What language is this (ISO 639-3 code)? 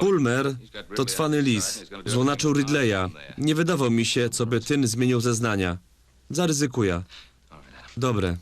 szl